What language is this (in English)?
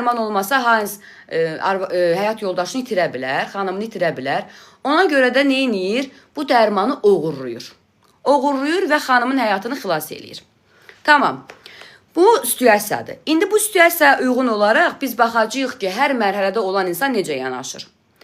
Azerbaijani